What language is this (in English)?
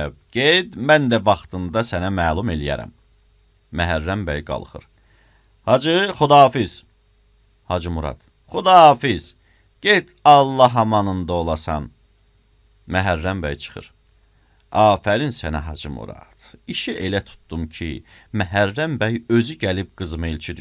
Azerbaijani